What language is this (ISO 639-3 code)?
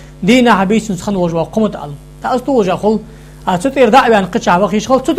inh